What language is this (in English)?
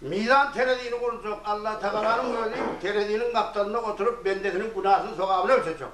Turkmen